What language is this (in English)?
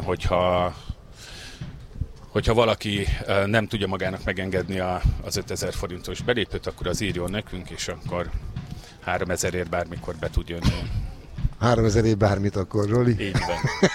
Hungarian